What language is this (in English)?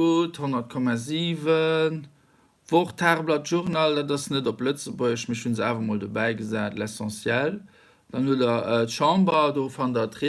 Luxembourgish